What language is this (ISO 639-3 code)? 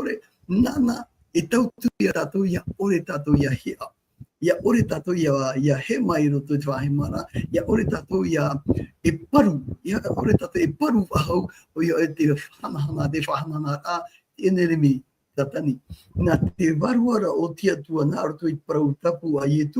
tah